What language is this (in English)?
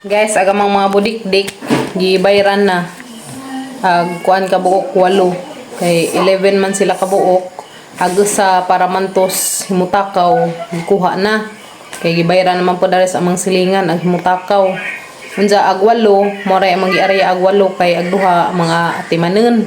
Cebuano